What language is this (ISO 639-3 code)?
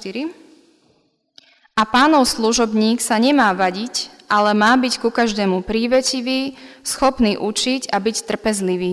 slk